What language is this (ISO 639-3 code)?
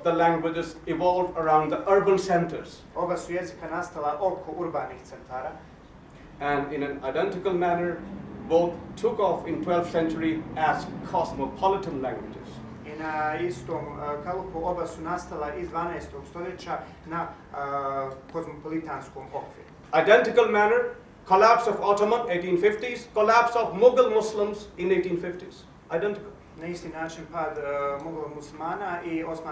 bos